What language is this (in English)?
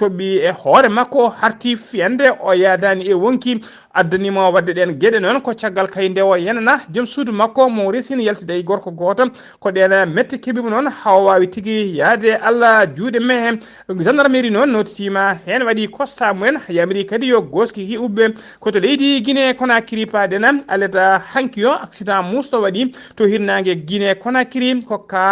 Fula